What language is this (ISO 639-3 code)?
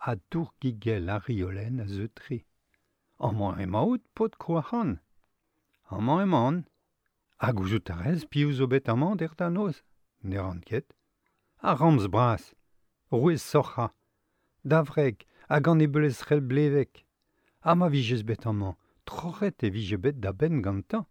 bre